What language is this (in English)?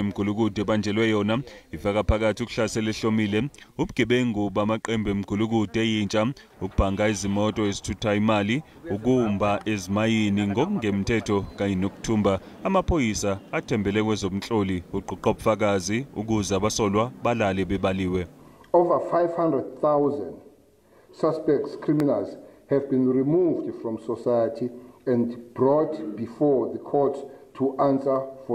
Zulu